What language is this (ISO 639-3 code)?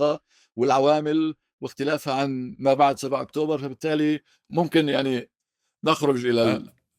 apc